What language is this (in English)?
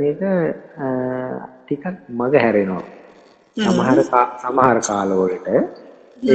Sinhala